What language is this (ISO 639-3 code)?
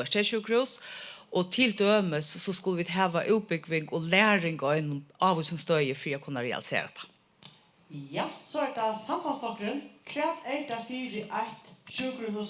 fao